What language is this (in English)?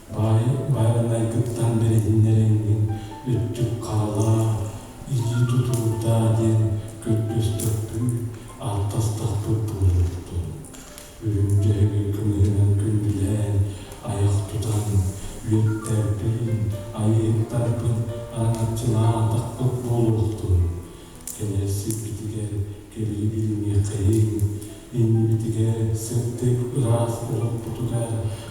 Yakut